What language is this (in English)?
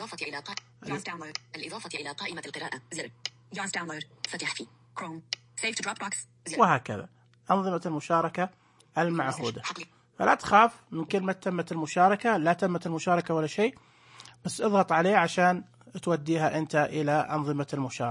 Najdi Arabic